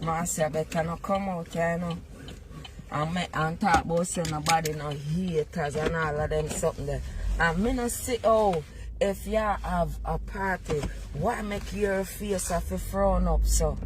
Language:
Jamaican Creole English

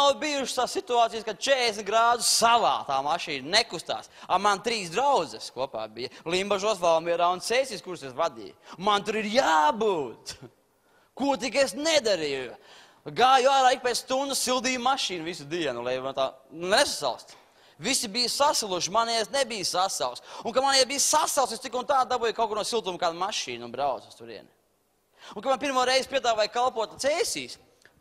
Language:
Latvian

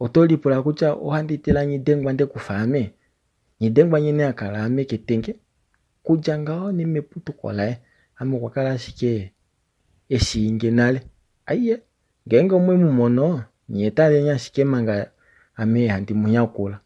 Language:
Kuanyama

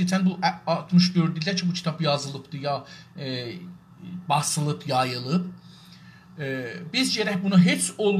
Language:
South Azerbaijani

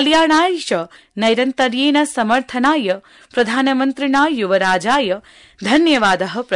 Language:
Sanskrit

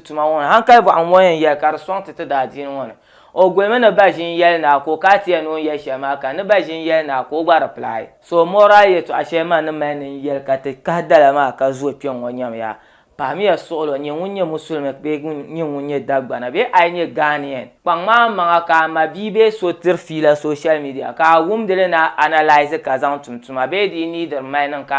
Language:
Dagbani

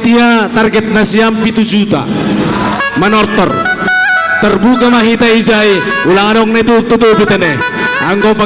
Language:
Batak Simalungun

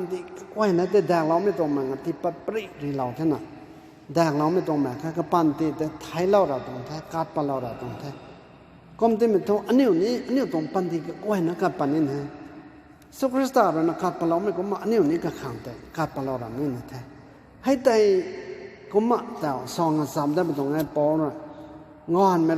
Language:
Rongmei Naga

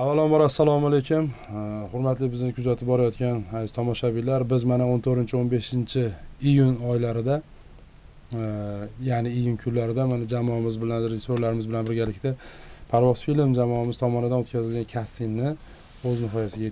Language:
Uzbek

